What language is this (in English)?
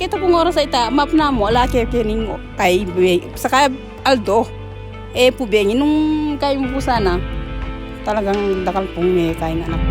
Pampanga